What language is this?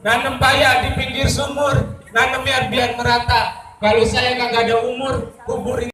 Betawi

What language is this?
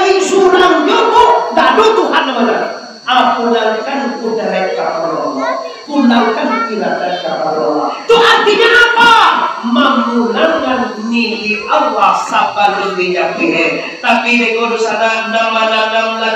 Minangkabau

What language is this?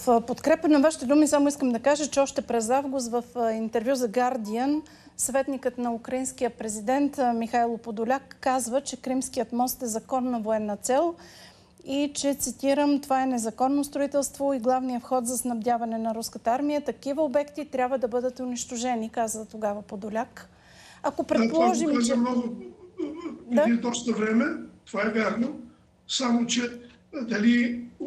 Bulgarian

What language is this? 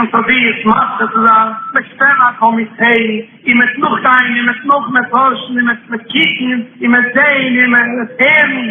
Yiddish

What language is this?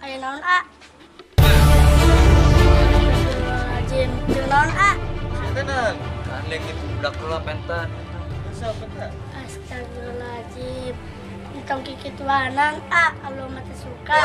Sundanese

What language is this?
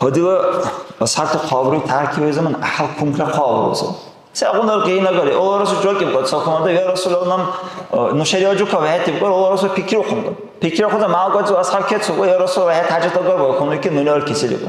Dargwa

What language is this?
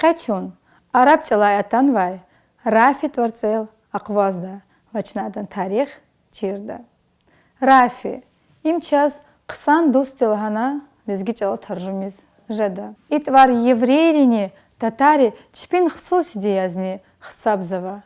Lezghian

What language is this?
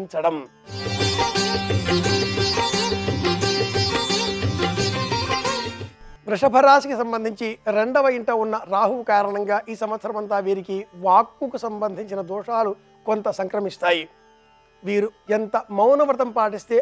Telugu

